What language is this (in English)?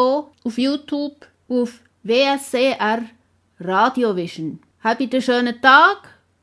Swiss German